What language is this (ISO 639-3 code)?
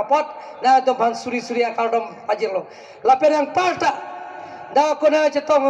mjw